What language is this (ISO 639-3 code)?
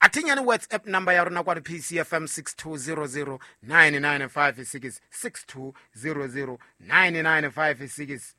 sot